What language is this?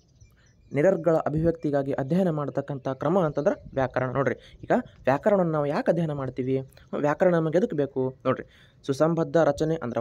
Kannada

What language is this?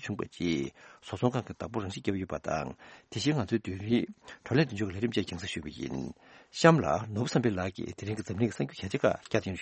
Tibetan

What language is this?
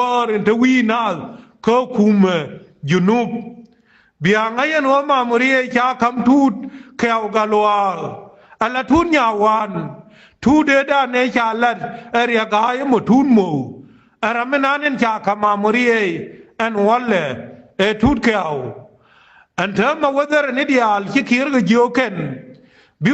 Nuer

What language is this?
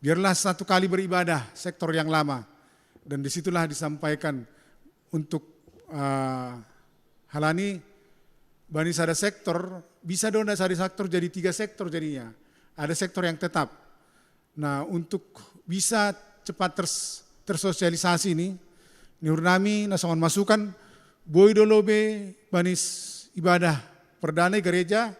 Batak Simalungun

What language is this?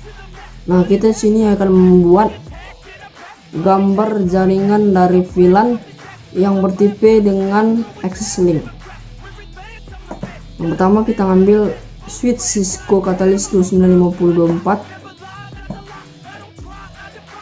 Indonesian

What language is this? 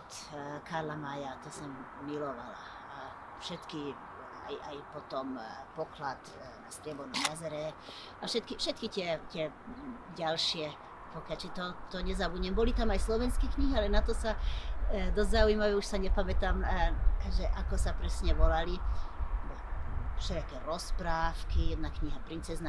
Slovak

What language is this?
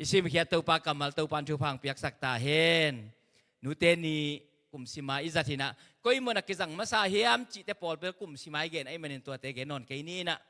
Tedim Chin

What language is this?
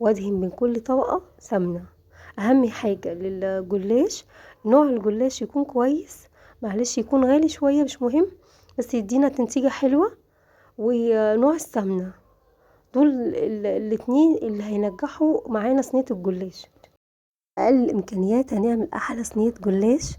Egyptian Arabic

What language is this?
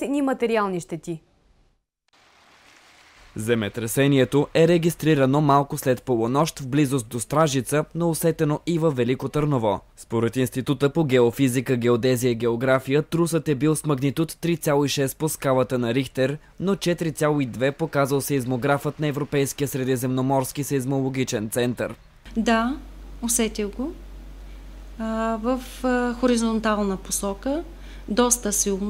Bulgarian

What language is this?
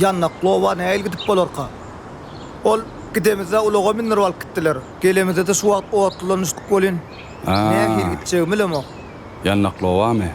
Turkmen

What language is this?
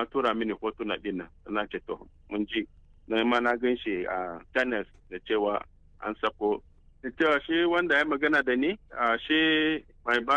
Hausa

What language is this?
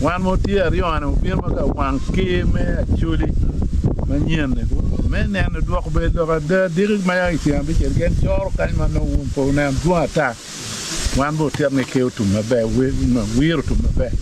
Acoli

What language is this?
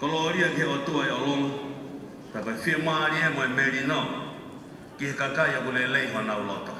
Tongan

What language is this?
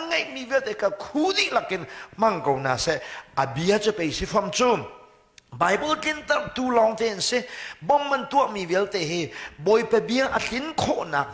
Hakha Chin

